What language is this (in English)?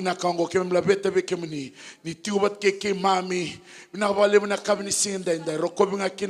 Fijian